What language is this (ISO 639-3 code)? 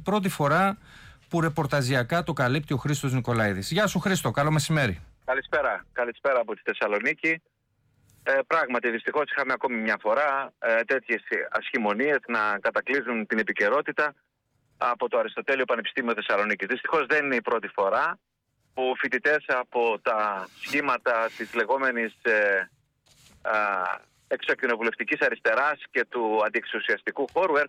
ell